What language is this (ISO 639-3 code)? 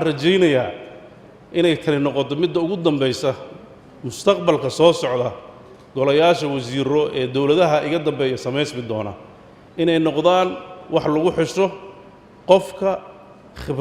som